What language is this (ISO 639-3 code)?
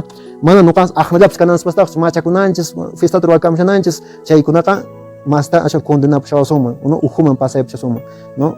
que